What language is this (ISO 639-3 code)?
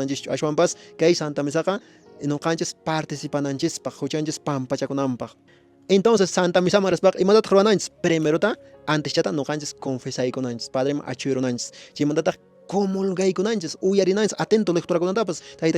que